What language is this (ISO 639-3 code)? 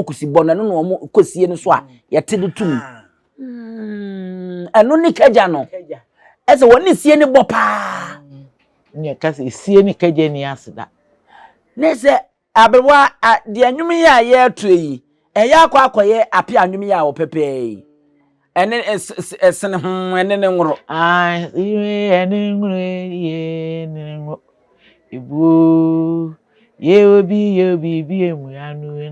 aka